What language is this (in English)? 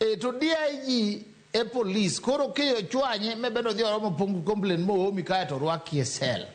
Luo (Kenya and Tanzania)